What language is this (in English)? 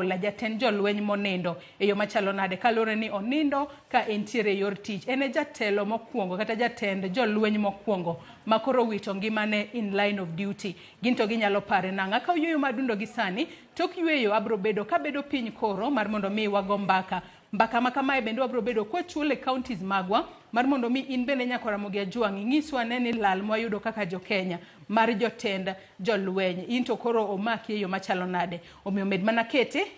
Luo (Kenya and Tanzania)